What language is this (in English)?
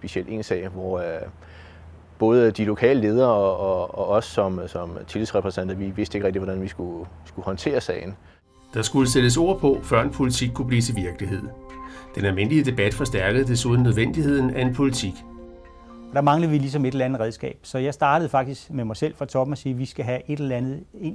Danish